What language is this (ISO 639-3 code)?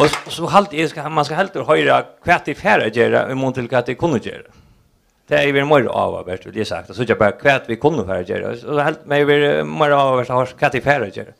fao